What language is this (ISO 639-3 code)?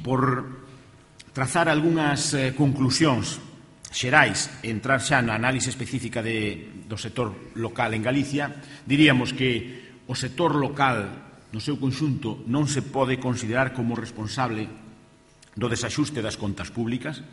glg